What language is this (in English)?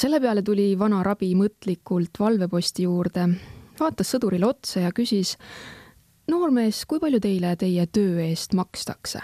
Estonian